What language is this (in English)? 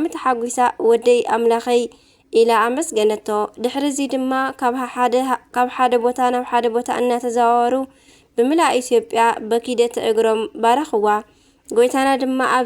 Tigrinya